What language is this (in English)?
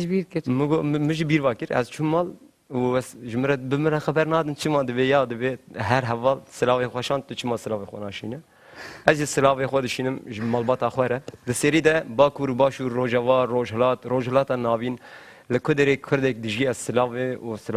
Kurdish